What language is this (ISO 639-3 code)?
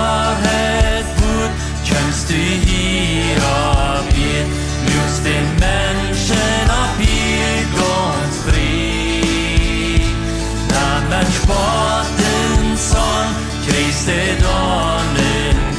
pdt